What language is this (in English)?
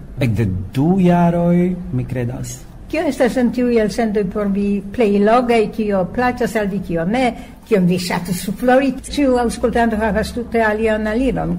Esperanto